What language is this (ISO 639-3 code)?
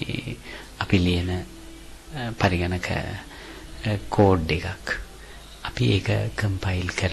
sin